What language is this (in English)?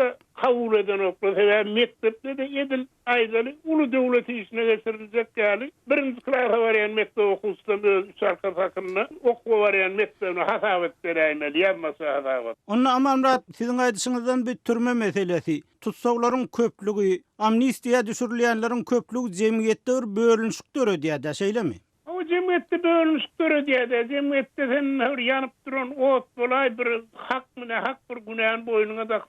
Turkmen